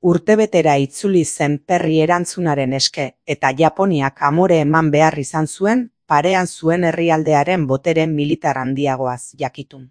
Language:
Basque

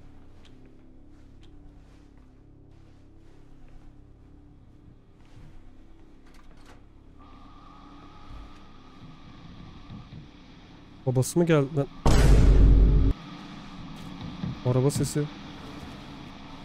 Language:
Turkish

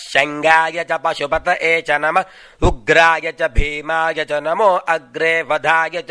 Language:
Sanskrit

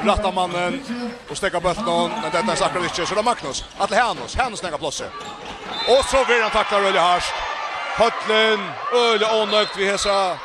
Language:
Faroese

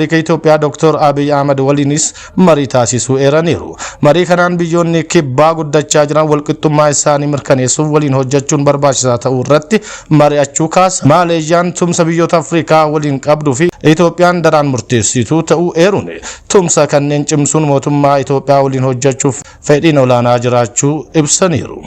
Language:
Oromo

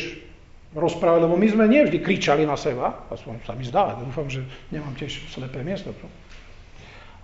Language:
Slovak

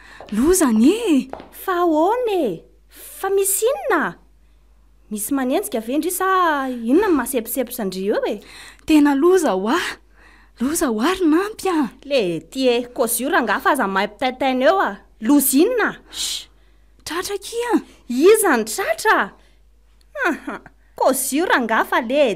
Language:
Malagasy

